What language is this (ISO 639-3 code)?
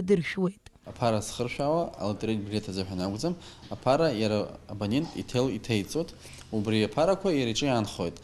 abk